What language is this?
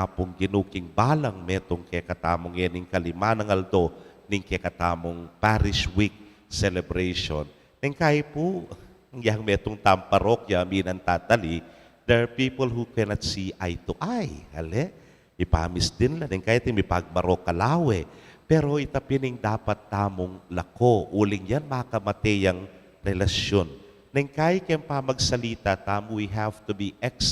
Pampanga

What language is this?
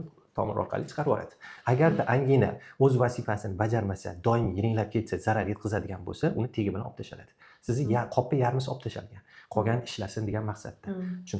Uzbek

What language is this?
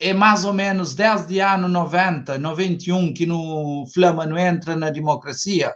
Kabuverdianu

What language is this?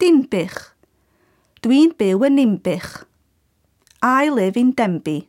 Welsh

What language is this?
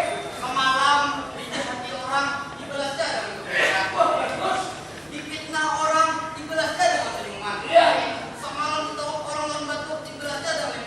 Banjar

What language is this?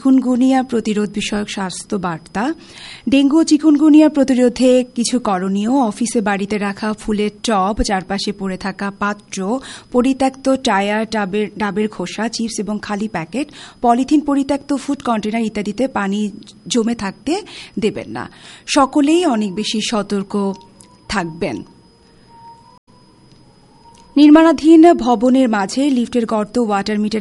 Bangla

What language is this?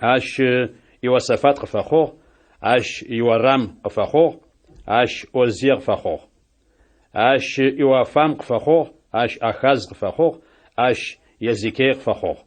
Adyghe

